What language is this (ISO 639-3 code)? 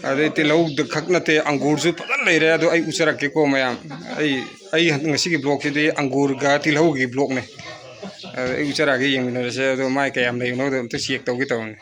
mni